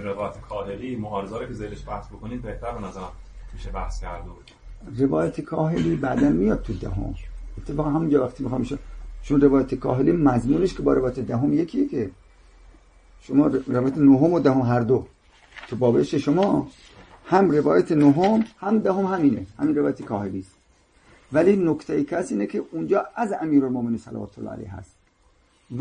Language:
Persian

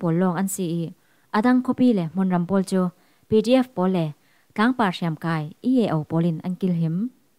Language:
Falam Chin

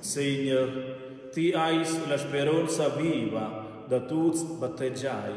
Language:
Romansh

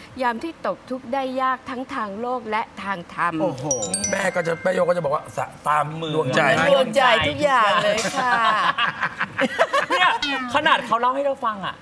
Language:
Thai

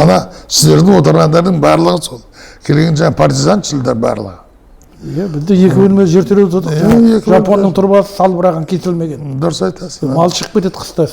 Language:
Kazakh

